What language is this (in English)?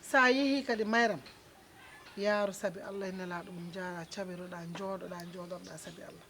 Fula